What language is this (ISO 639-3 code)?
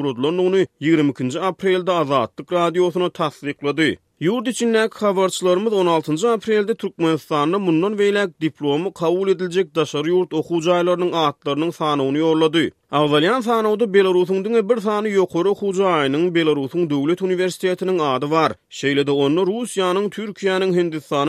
tuk